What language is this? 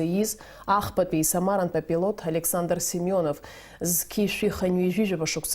Abkhazian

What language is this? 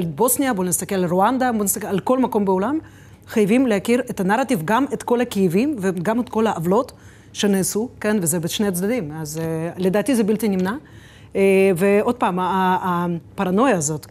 Hebrew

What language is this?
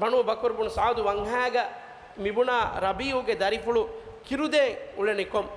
Divehi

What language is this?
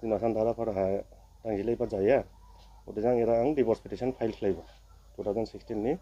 Dimasa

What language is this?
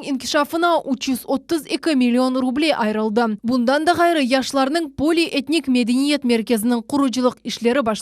Crimean Tatar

